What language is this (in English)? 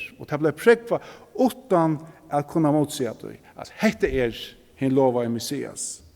Faroese